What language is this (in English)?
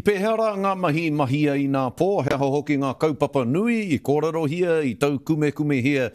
Māori